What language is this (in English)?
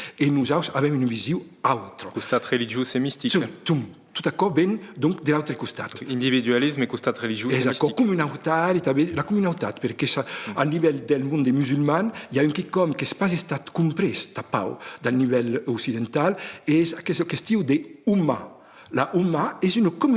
Occitan